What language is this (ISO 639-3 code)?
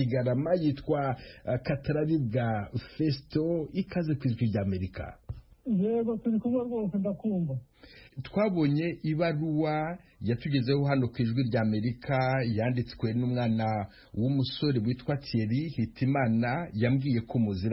kin